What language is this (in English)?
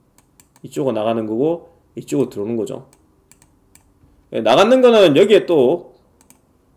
Korean